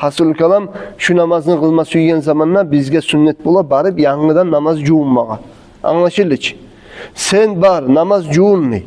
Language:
Kumyk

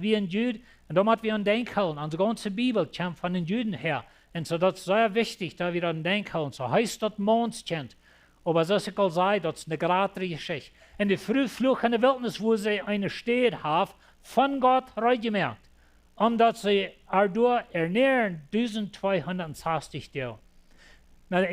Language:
Plautdietsch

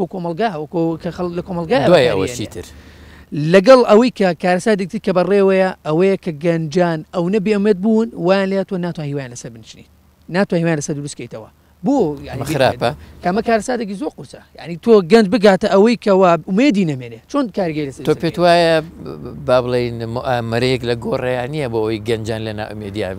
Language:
Central Kurdish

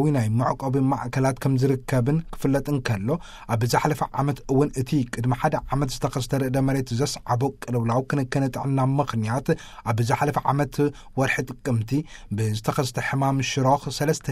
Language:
Tigrinya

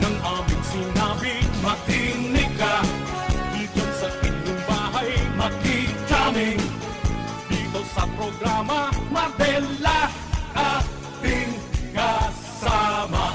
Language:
Bikol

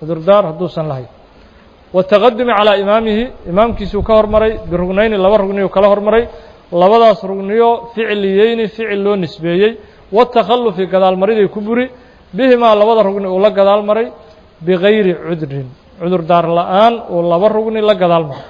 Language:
Somali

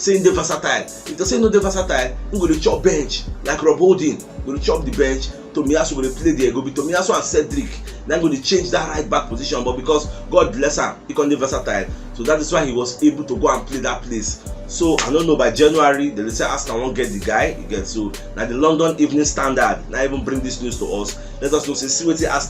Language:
Nigerian Pidgin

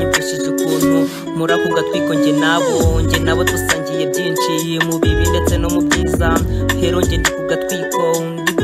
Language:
Kinyarwanda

